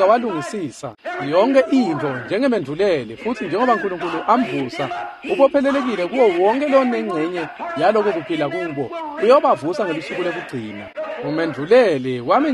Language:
Swati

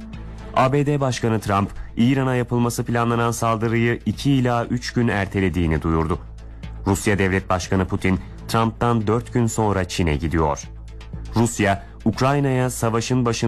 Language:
Turkish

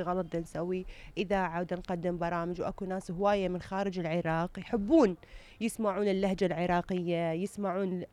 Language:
Mesopotamian Arabic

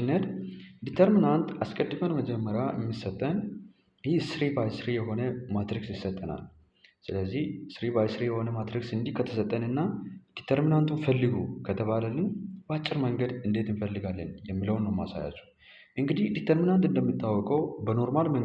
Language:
Amharic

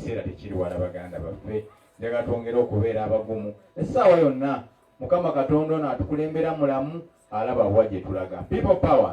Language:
Ganda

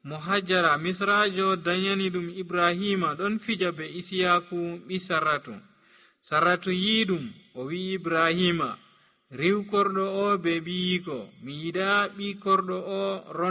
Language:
Nigerian Fulfulde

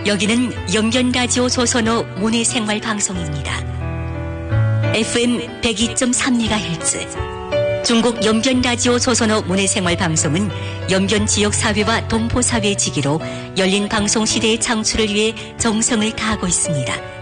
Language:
Korean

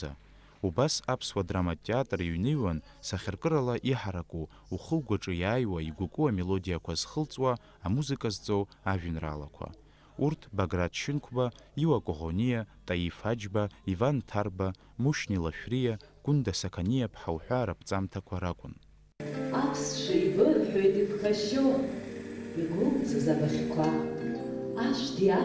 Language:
Abkhazian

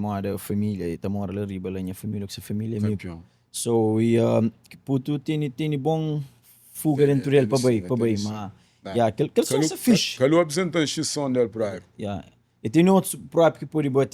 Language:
Kabuverdianu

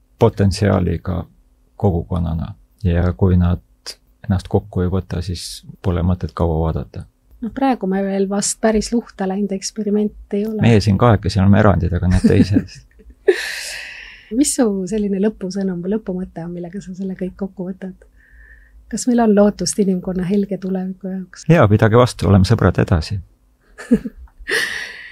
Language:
Estonian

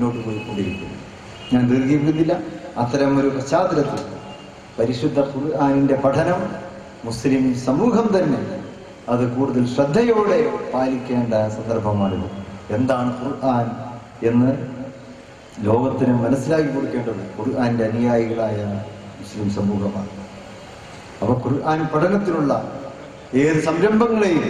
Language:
Malayalam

